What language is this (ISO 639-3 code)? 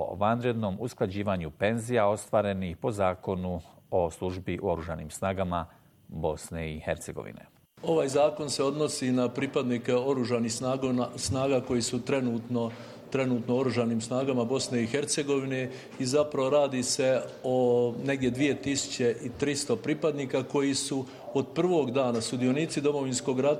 bos